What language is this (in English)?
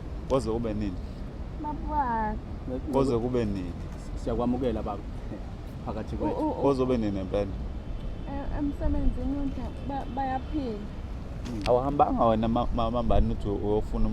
Zulu